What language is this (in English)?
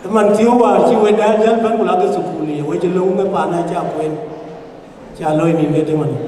Dinka